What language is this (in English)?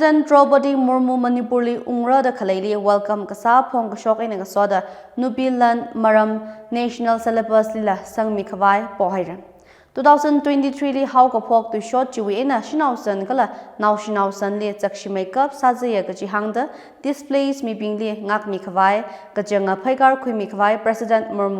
Tangkhul Naga (India)